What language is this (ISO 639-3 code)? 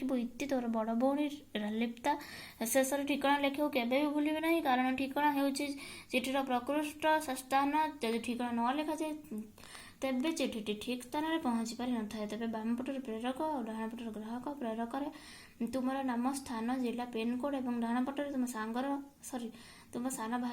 ori